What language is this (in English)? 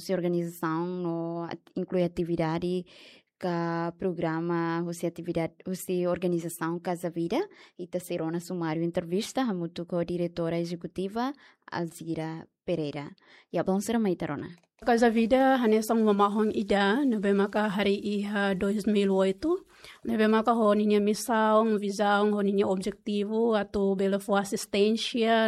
Tetum